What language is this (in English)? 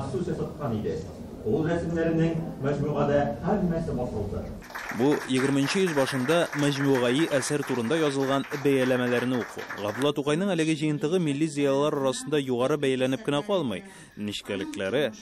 Tatar